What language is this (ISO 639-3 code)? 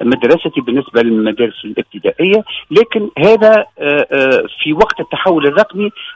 aeb